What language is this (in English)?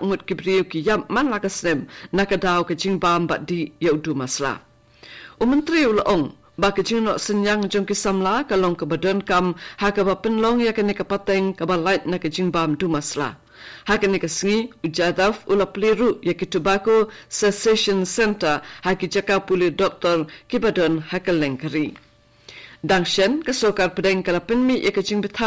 Khasi